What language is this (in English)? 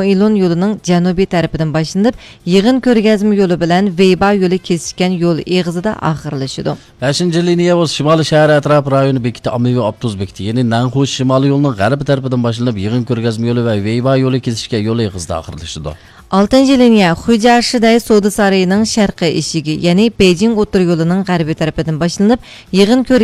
Uyghur